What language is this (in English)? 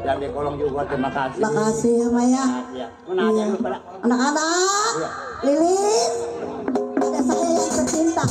Betawi